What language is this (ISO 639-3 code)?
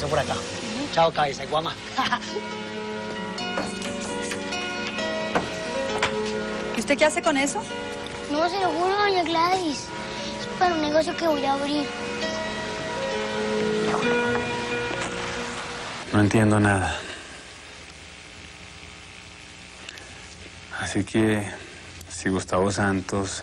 spa